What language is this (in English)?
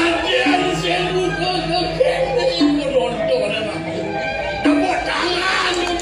Balinese